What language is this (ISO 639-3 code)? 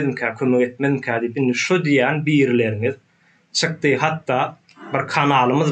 tuk